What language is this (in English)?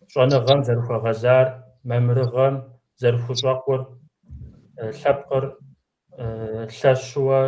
Kabardian